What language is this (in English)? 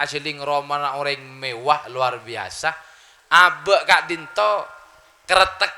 Madurese